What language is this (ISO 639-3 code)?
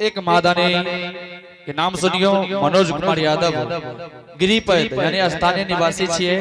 anp